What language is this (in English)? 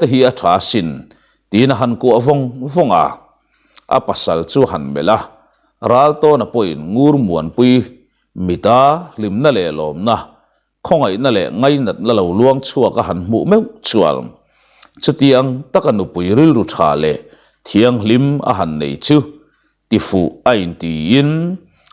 Mizo